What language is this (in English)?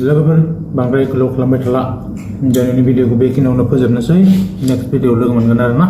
Bodo